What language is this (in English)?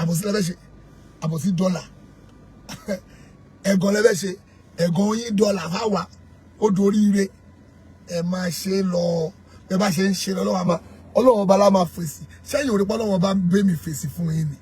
Yoruba